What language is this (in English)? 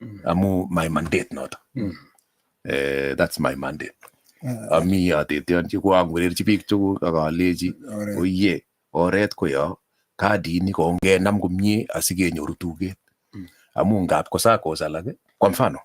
Kalenjin